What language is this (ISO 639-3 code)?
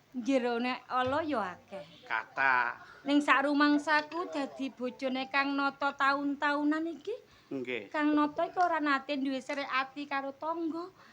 jav